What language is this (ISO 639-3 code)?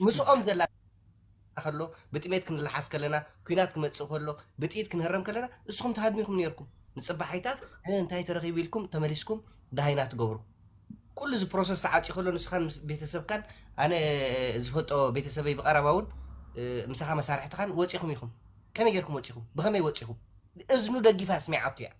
tir